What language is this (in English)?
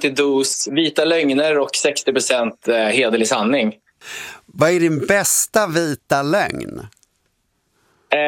Swedish